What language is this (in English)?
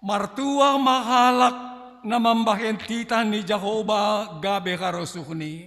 Batak Simalungun